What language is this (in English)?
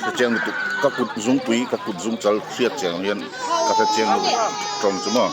Hmar